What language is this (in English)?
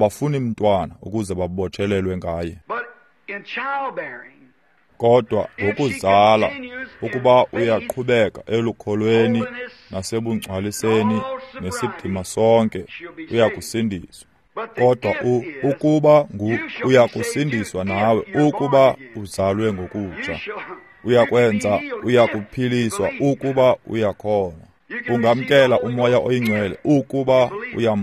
Xhosa